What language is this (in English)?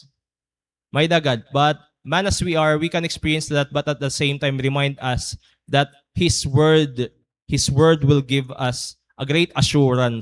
Waray